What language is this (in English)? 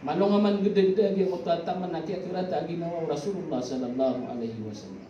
Maranao